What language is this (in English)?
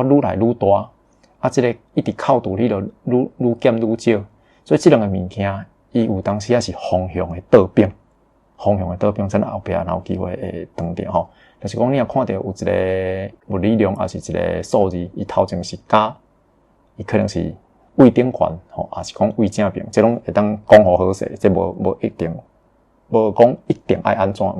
Min Nan Chinese